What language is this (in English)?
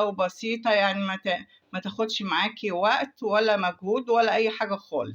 Egyptian Arabic